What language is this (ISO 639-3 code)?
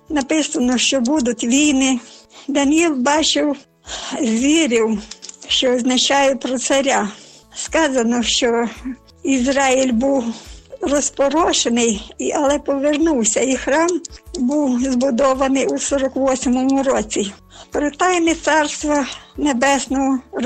ukr